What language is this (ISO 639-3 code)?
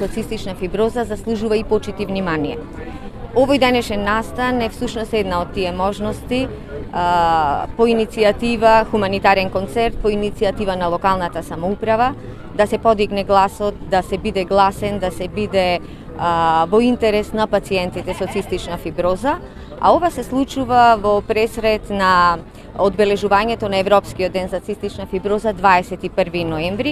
mkd